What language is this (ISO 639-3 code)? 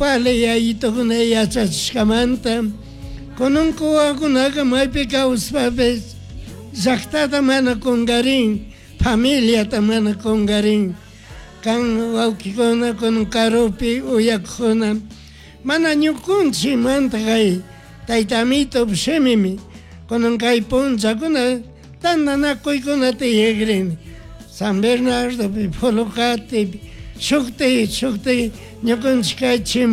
qug